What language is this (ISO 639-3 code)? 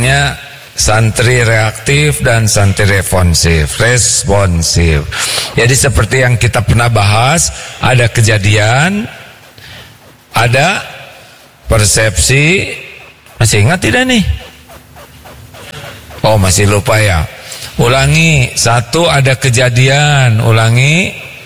ind